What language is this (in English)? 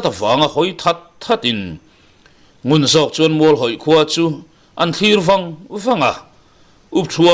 Mizo